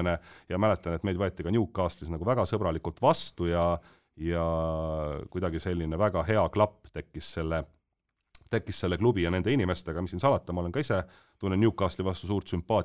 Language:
Estonian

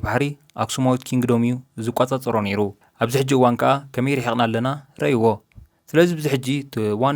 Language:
Tigrinya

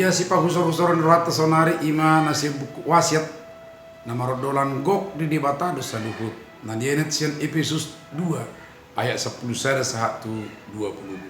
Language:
Batak Toba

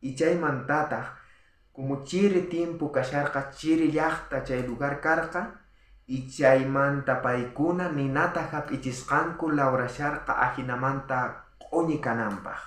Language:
South Bolivian Quechua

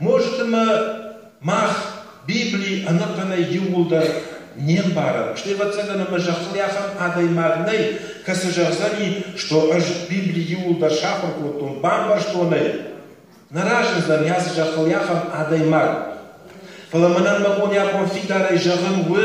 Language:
Ossetic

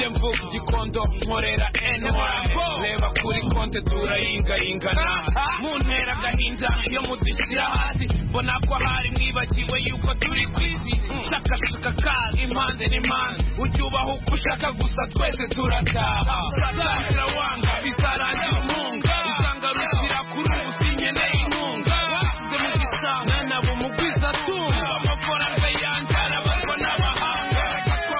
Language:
Kinyarwanda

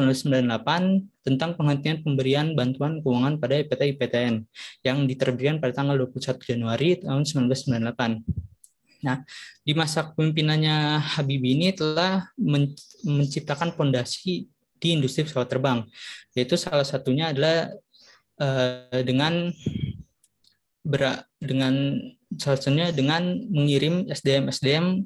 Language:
Indonesian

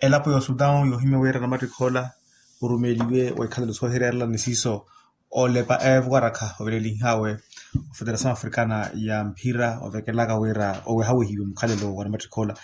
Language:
Makhuwa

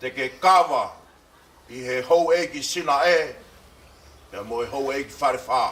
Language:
Tongan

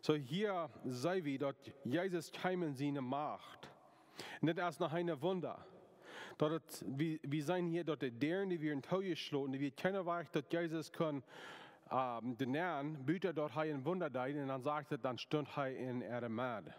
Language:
Plautdietsch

